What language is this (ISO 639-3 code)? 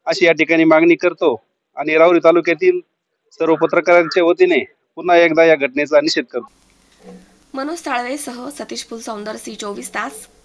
mar